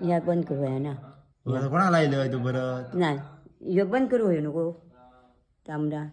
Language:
Konkani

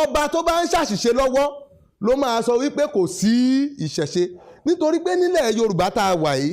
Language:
Yoruba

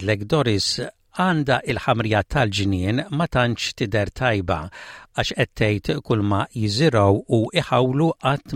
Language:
Maltese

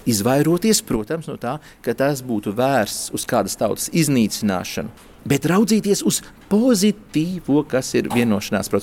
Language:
Latvian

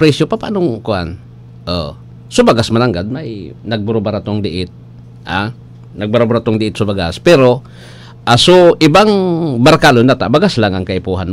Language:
Bikol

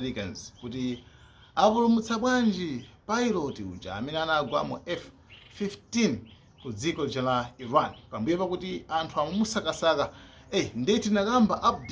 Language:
Nyanja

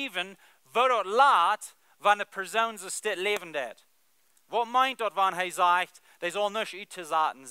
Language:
Plautdietsch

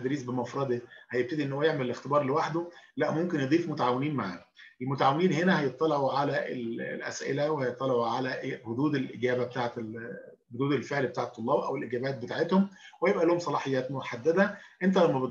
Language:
Egyptian Arabic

